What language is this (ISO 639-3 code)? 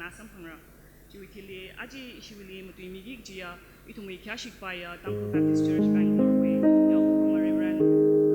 nmf